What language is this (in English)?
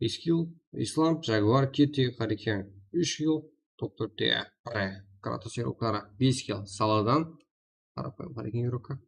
Kara-Kalpak